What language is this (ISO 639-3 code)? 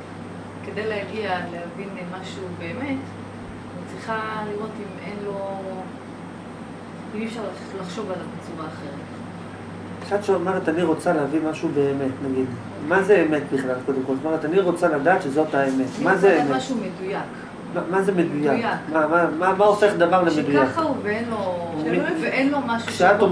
heb